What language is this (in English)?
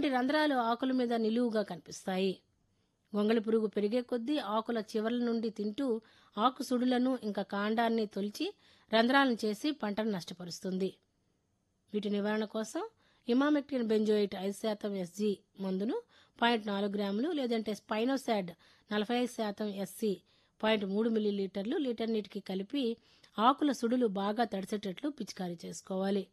Telugu